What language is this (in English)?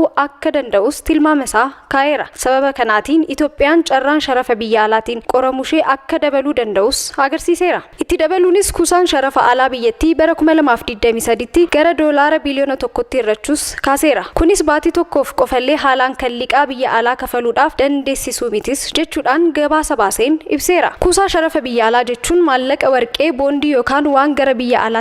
Oromo